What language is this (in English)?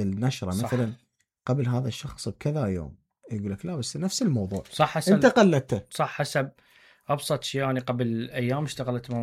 Mesopotamian Arabic